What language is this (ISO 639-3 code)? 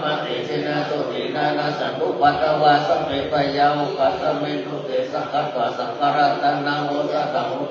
pli